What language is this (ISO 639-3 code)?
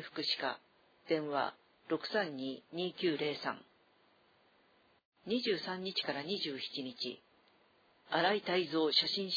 jpn